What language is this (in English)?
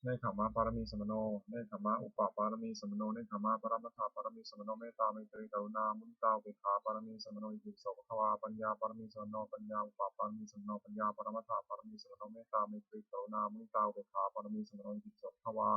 Pali